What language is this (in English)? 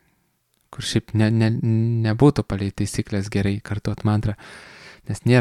Lithuanian